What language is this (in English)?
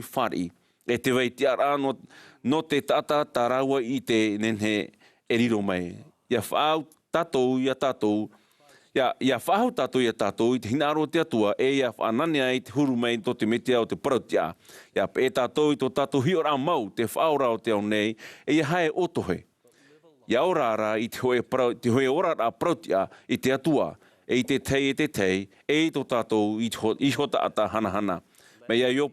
Tahitian